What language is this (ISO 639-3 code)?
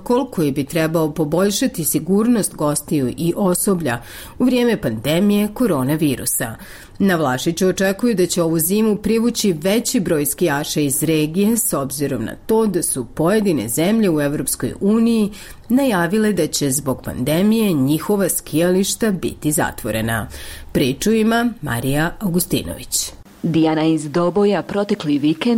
bos